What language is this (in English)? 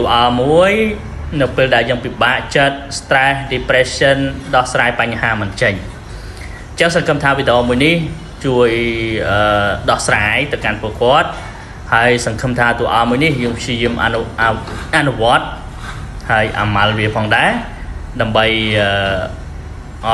Khmer